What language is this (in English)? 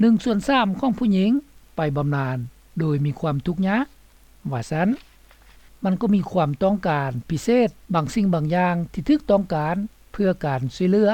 Lao